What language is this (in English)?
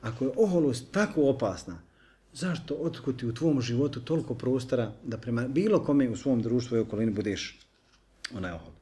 Bosnian